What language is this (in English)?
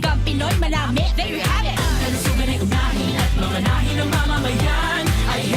Bikol